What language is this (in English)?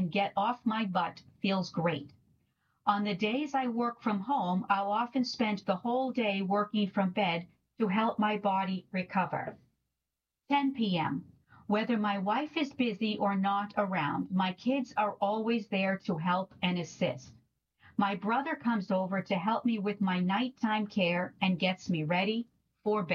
English